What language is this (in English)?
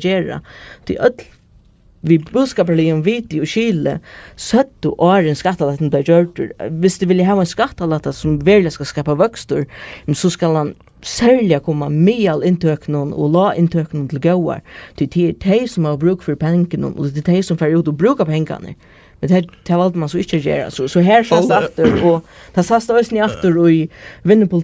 Faroese